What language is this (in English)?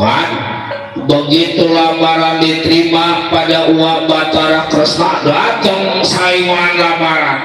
Betawi